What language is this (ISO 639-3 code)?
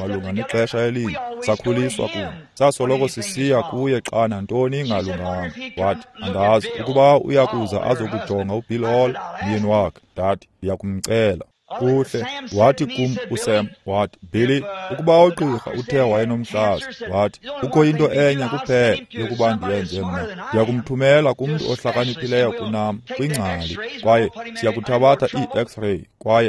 xho